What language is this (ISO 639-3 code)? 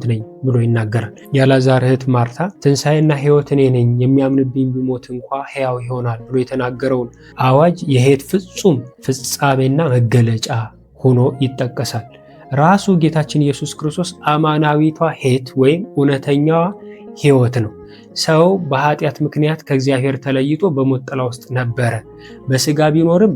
amh